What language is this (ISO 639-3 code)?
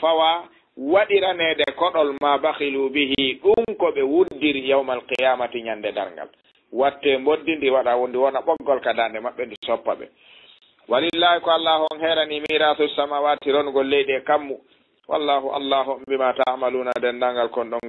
ful